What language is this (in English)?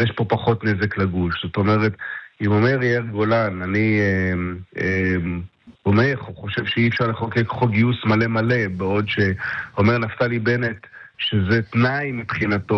Hebrew